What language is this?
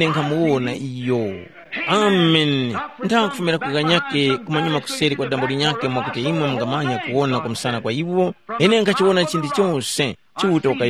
Tumbuka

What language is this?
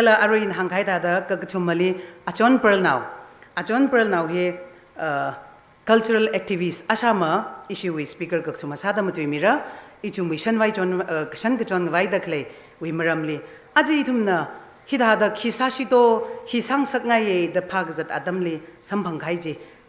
Tangkhul Naga (India)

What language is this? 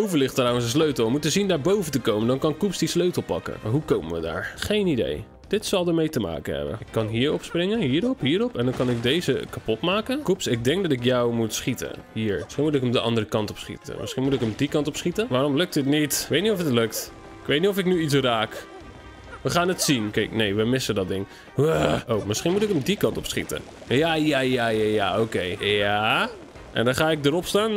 Dutch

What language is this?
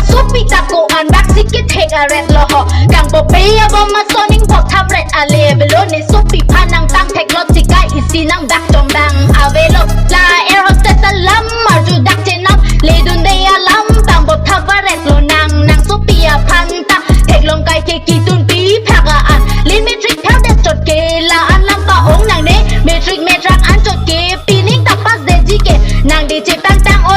Karbi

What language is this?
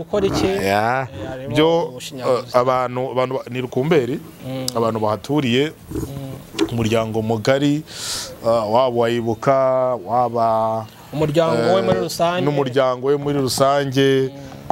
Kinyarwanda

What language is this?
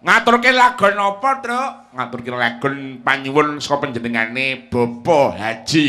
Javanese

